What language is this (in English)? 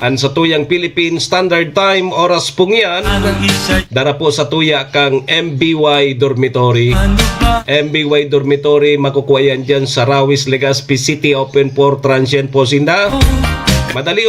Bikol